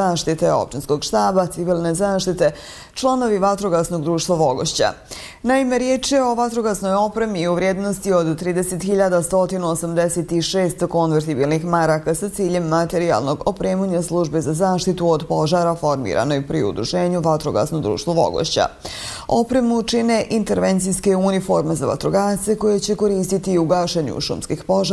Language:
Bosnian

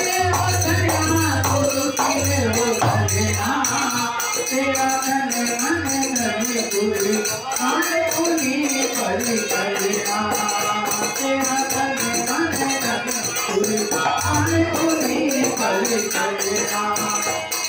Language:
Hindi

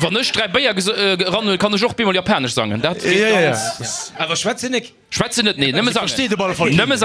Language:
Luxembourgish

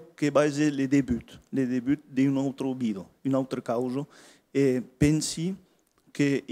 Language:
Occitan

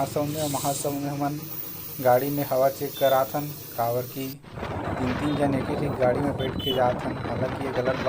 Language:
Chhattisgarhi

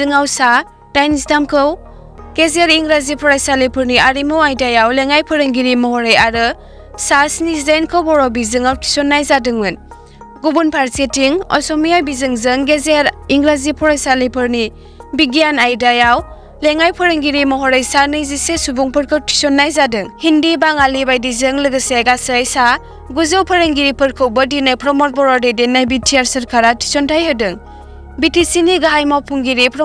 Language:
Bodo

